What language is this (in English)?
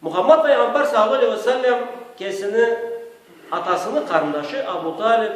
Karachay-Balkar